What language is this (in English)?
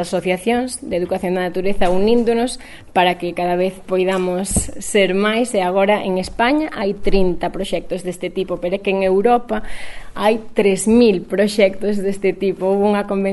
Galician